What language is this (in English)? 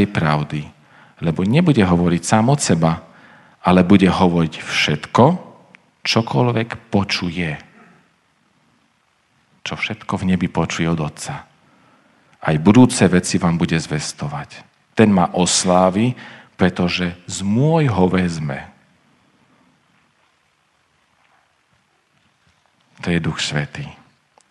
Slovak